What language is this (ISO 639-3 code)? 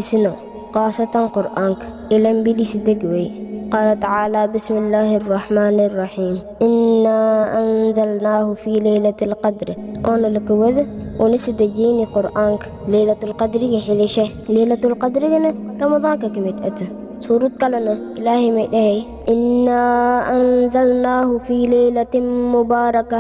som